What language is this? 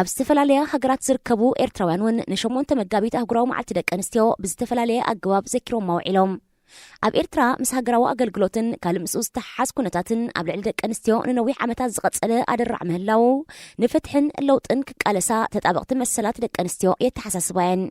Tigrinya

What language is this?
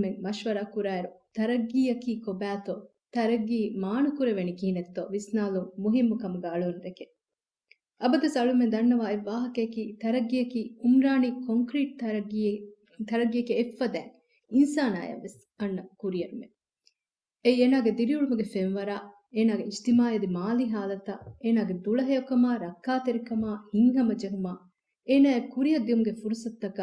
Divehi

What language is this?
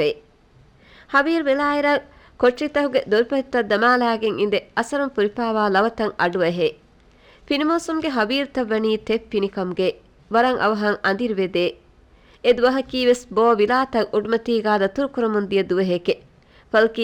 Divehi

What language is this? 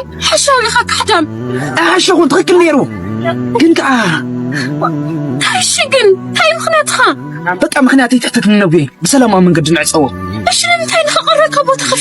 Tigrinya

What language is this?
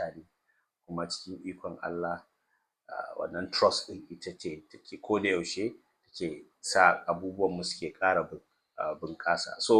Hausa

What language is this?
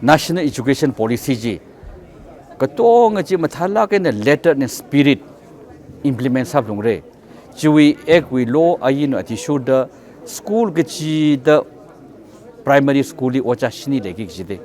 Tangkhul Naga (India)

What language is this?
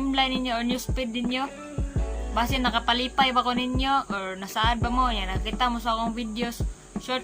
Cebuano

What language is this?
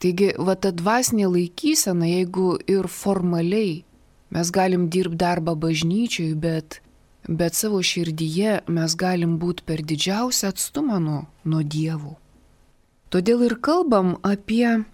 Lithuanian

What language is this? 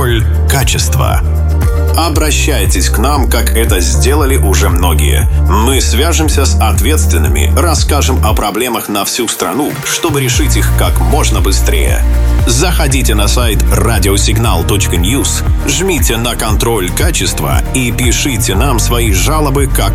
Russian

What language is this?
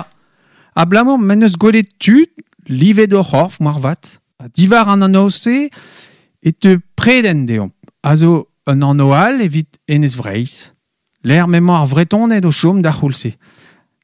Breton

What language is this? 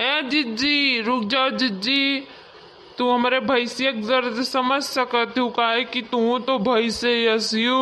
Awadhi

